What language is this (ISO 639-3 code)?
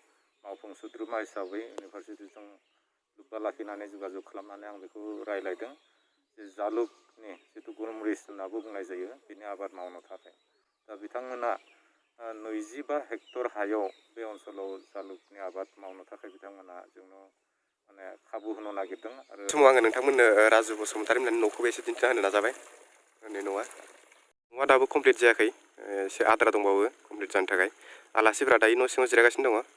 brx